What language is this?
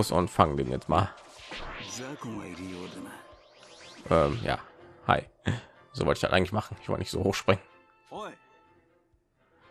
German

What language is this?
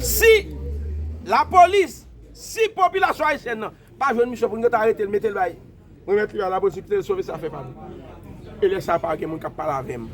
Haitian Creole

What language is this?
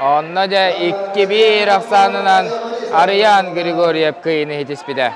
Yakut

